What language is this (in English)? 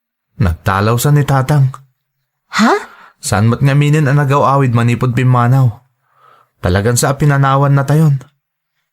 Iloko